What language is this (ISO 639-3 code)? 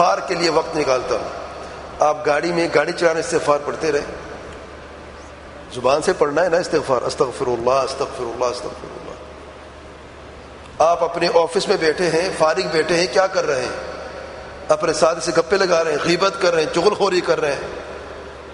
urd